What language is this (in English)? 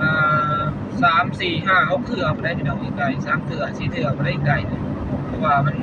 Northeastern Thai